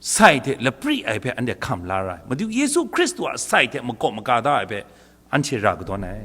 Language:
Kachin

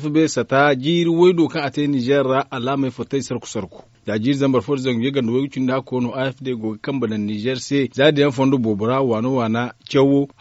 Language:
Zarma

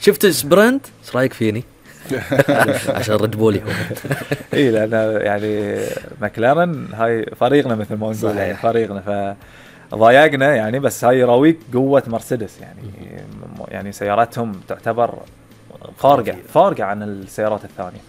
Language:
Gulf Arabic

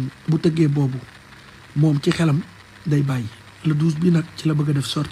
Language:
Wolof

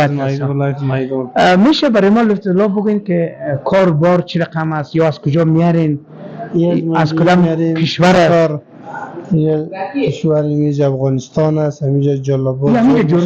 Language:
Persian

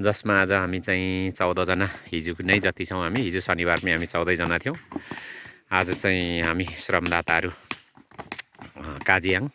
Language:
Nepali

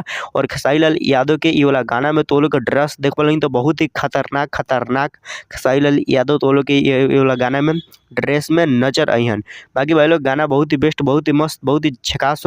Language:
Bhojpuri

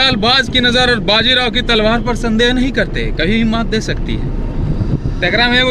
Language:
Magahi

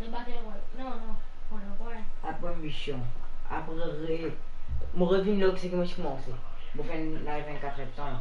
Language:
Morisyen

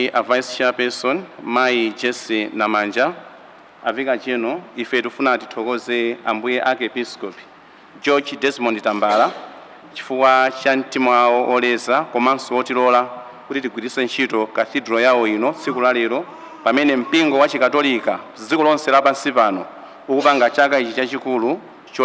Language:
Nyanja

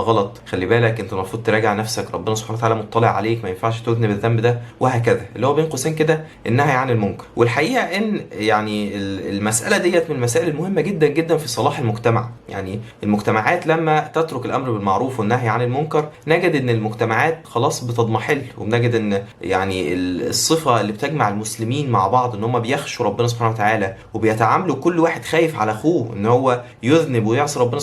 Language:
Egyptian Arabic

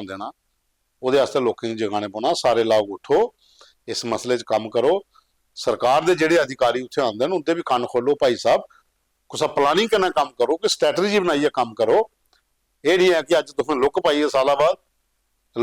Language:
Dogri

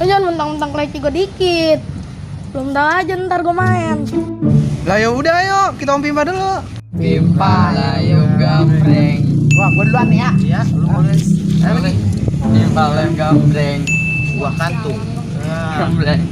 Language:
Betawi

